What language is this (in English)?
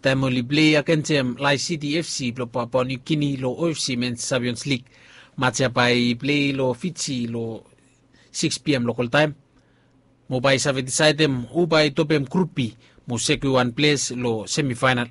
Bislama